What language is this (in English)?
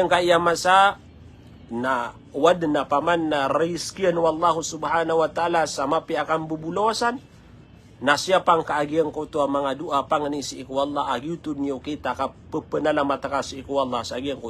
Maranao